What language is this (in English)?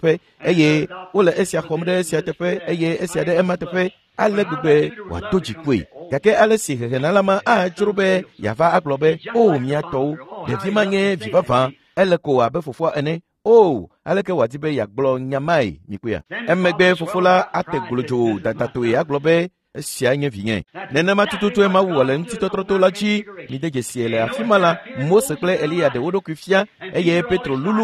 Ewe